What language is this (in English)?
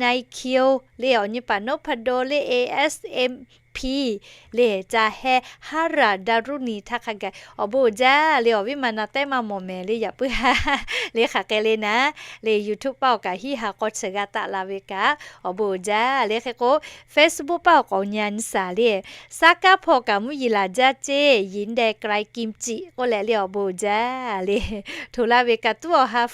Lahu